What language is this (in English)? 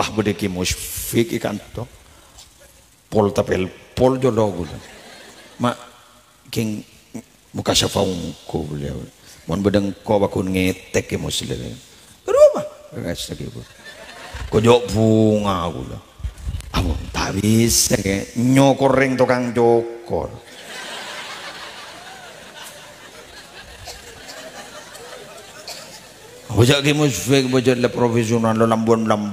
Malay